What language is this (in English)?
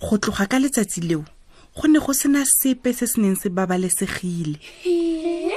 Tswana